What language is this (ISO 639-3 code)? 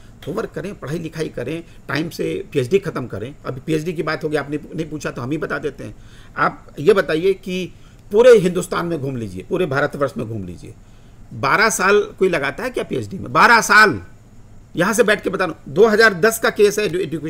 hin